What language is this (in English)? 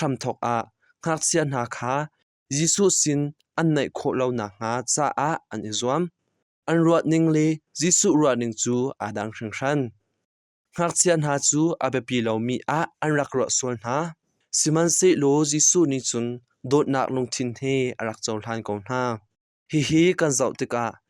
Hakha Chin